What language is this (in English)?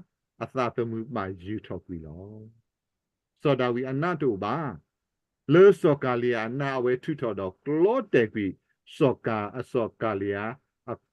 S'gaw Karen